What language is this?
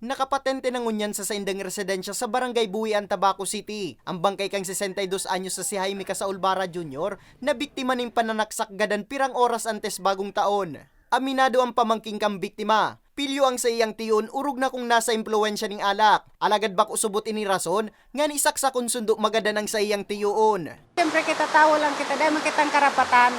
Bikol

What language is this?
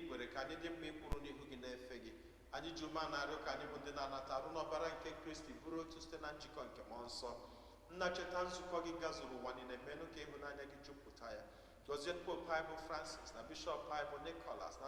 Igbo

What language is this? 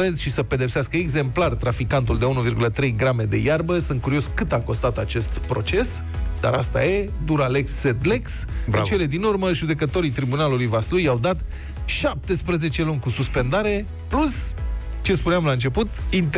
Romanian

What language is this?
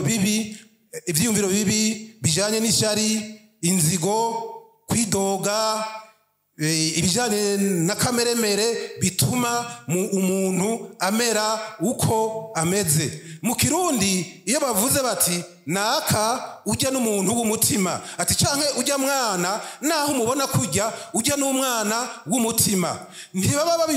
Rundi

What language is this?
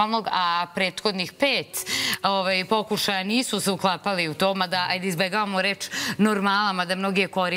Serbian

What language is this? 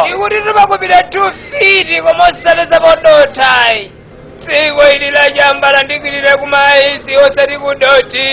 Nyanja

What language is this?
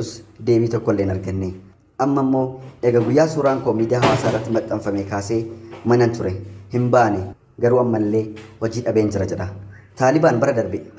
Oromo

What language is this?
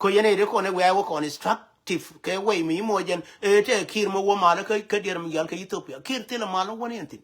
Nuer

